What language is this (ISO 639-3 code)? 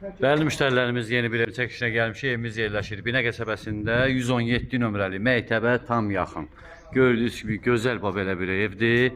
aze